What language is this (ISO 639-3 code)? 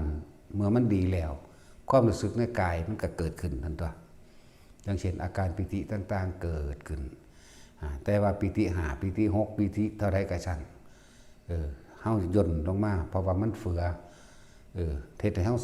tts